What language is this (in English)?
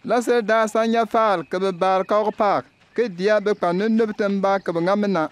Bimoba